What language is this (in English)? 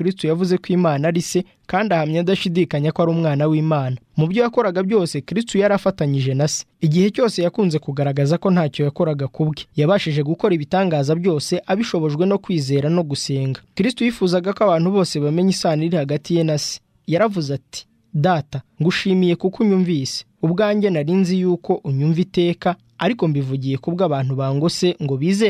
Kinyarwanda